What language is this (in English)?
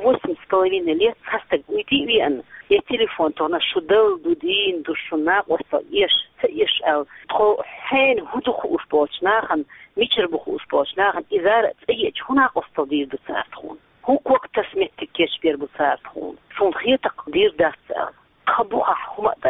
Chechen